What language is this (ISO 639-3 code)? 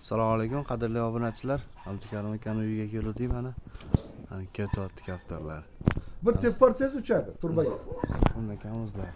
uzb